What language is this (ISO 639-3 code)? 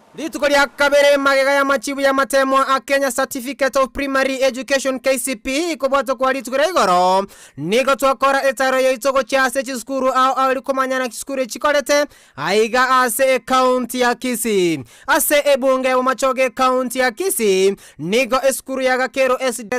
guz